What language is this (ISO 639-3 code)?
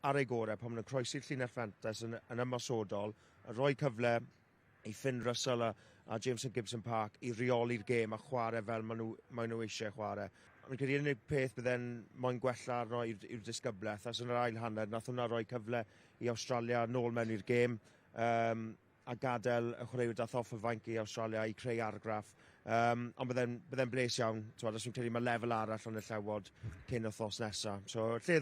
cym